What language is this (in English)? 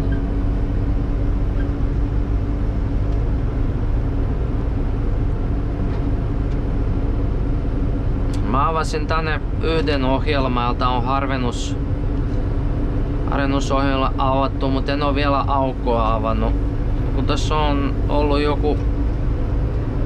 Finnish